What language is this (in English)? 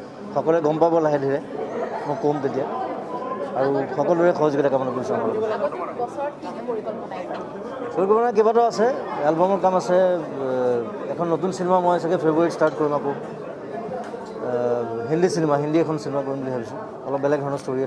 Assamese